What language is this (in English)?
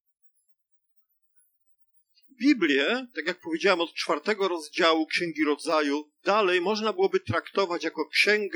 Polish